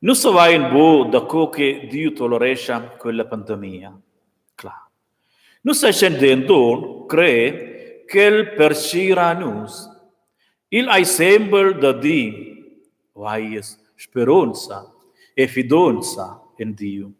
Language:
Romansh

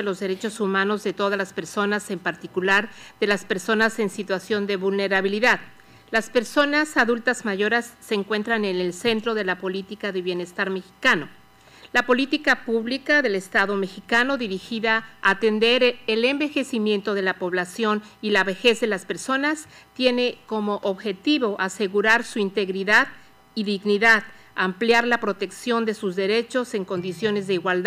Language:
Spanish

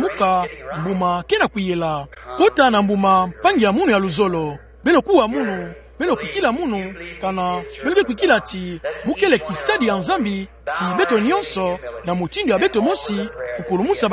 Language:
Kituba (Democratic Republic of Congo)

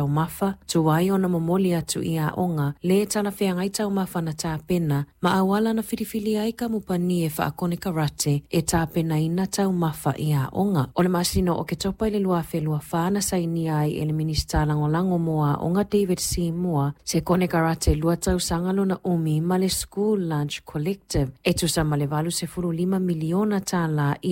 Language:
Samoan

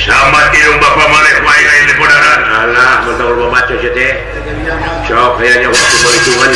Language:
Sundanese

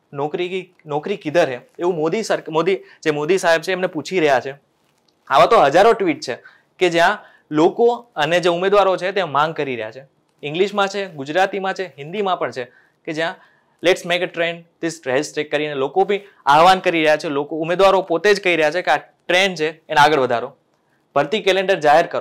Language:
Gujarati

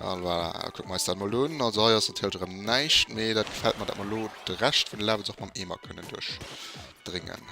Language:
Luxembourgish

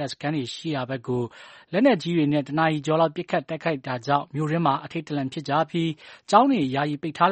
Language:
Burmese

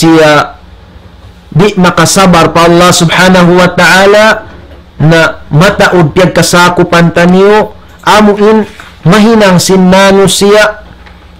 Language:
Tausug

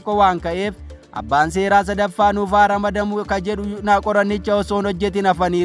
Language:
Oromo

